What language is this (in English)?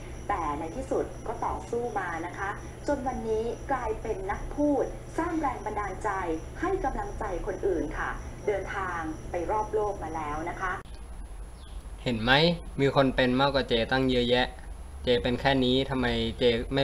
Thai